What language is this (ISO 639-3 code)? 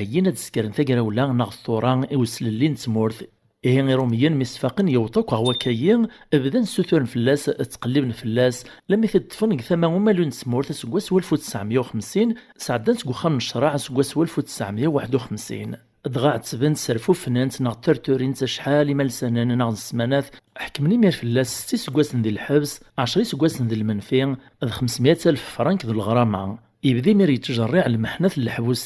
kab